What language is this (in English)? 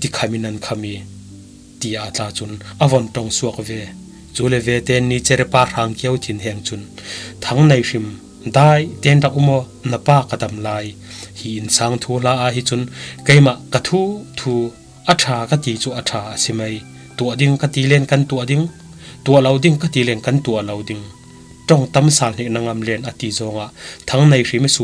Falam Chin